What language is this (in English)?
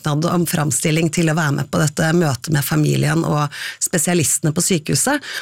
Norwegian